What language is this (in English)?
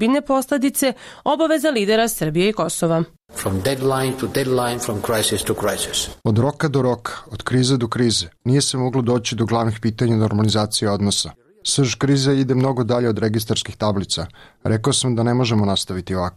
Bosnian